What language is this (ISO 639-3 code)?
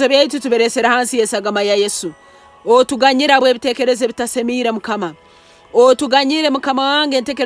nyn